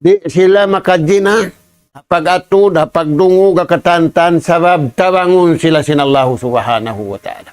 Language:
Tausug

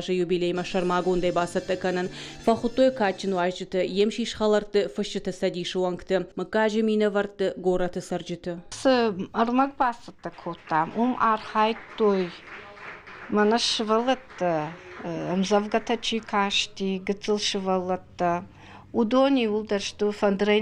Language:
Ossetic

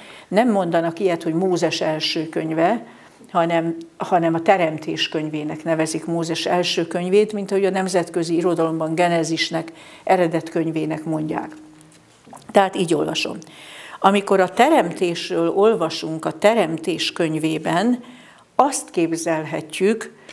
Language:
Hungarian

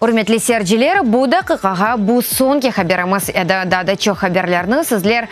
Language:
Crimean Tatar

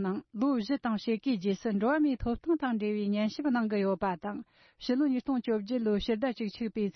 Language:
Tibetan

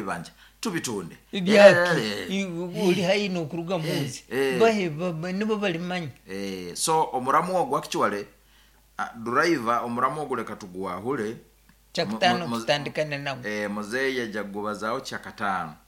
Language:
Nyankole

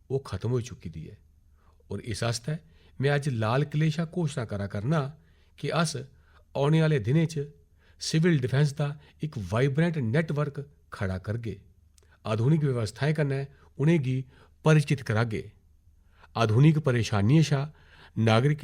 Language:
Dogri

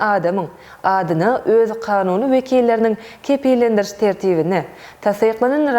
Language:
Turkmen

